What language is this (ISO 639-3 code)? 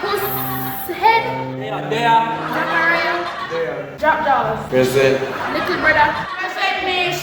jam